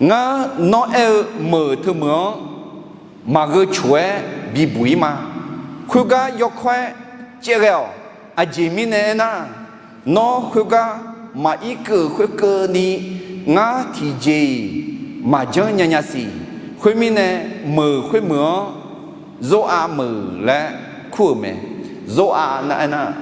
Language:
Akha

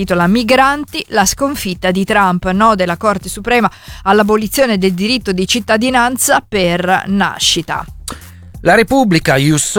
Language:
Italian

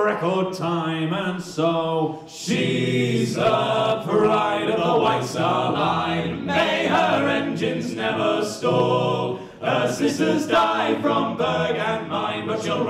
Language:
English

